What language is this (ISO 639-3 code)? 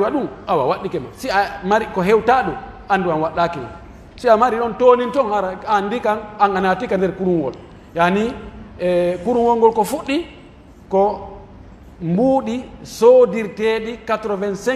fuf